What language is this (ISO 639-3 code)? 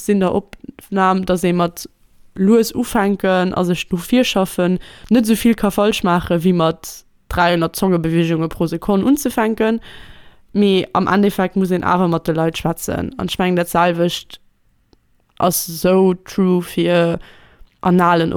ltz